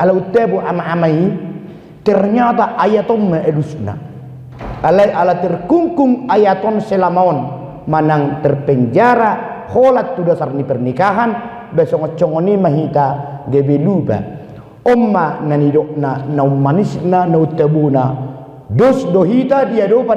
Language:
Batak Toba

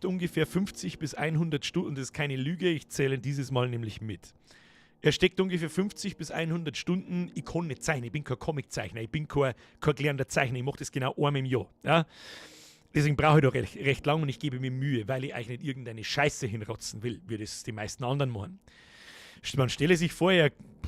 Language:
Bavarian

